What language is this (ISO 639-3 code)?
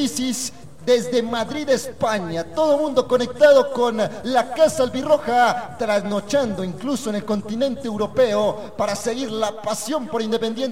spa